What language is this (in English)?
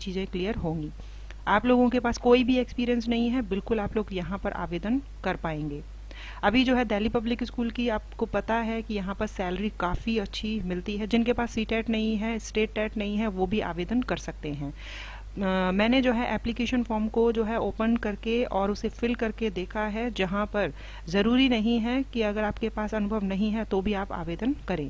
Hindi